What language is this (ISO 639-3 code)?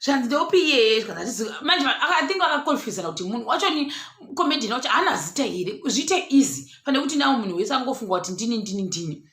sna